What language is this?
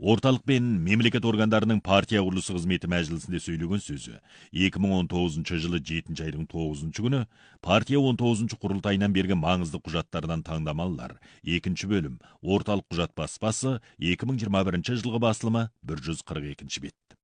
Kazakh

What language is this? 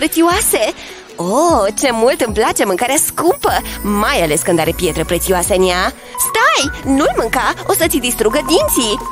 Romanian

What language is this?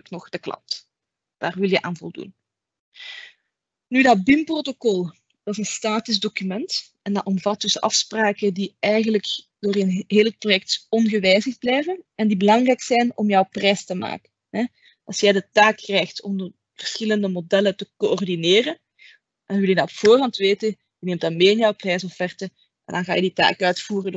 Dutch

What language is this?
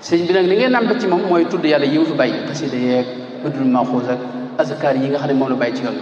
Wolof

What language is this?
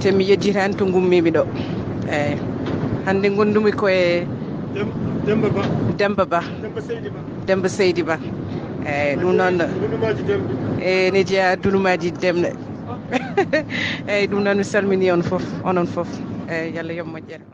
Fula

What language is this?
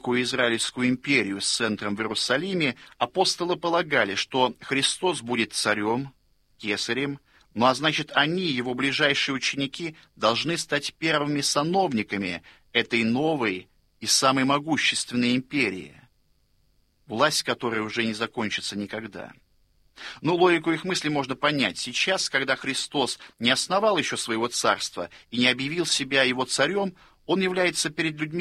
Russian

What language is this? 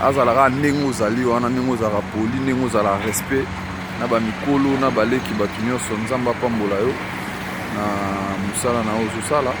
Lingala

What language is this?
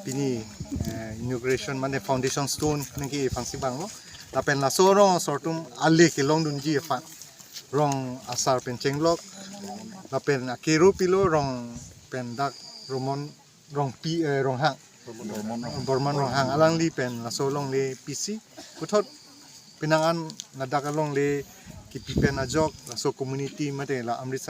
Karbi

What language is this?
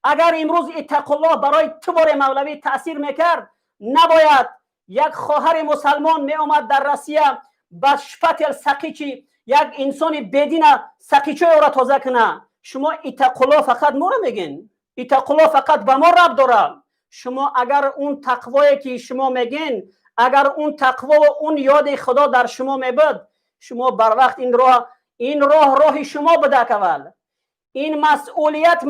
Tajik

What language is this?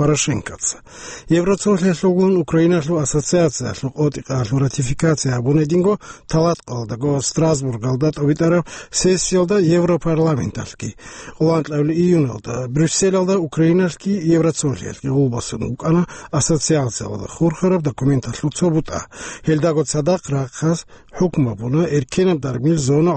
Avaric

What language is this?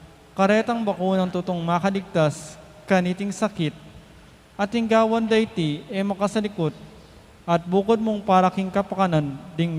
Pampanga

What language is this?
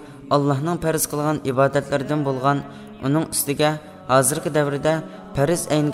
Uyghur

